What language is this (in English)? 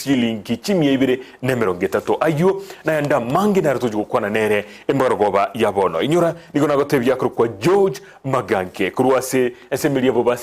Gusii